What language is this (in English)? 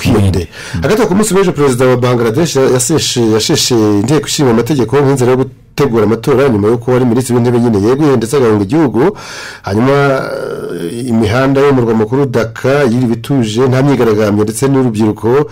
Kinyarwanda